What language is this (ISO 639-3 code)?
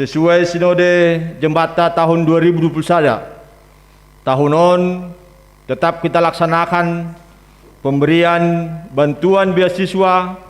bts